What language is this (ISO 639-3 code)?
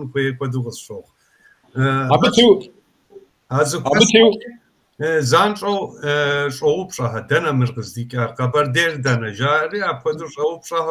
kbd